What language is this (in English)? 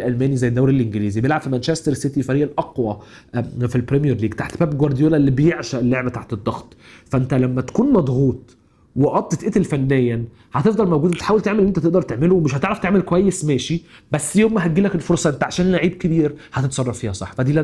Egyptian Arabic